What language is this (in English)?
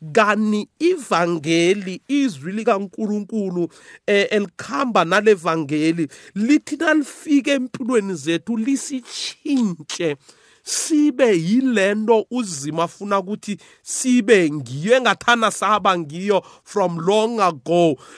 South Ndebele